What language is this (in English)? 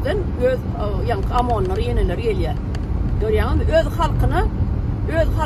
Turkmen